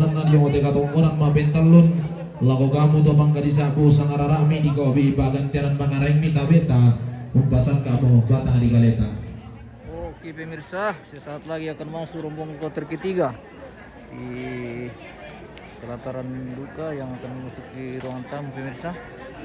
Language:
Toraja-Sa'dan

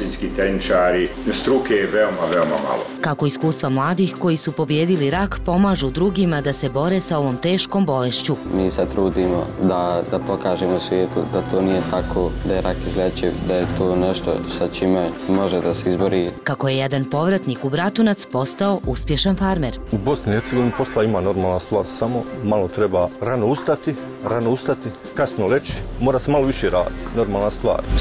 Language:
Bosnian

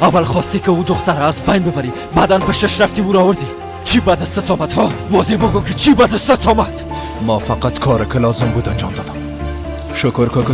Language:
Persian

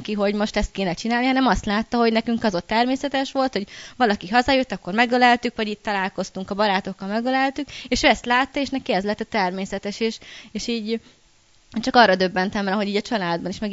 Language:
Hungarian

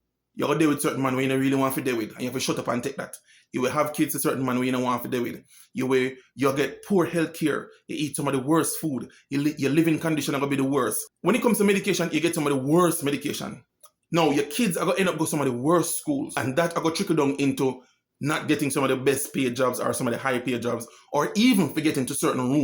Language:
Jamaican Creole English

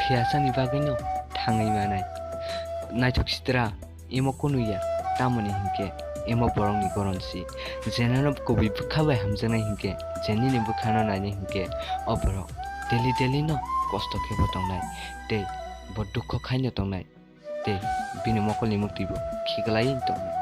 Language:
Kok Borok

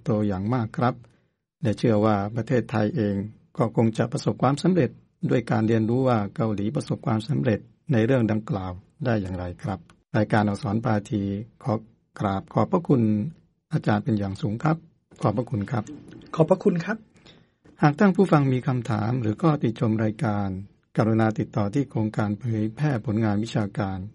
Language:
Thai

